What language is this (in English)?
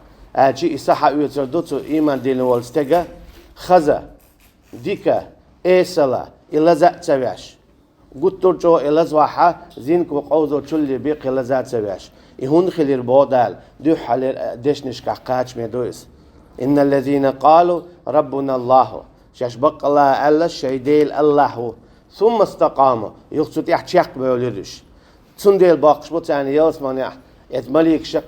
Chechen